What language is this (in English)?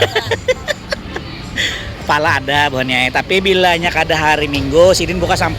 Banjar